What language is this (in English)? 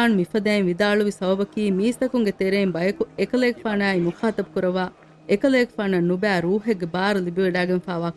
Divehi